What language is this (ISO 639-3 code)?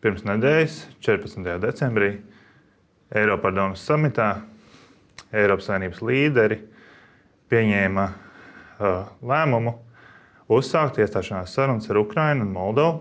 lav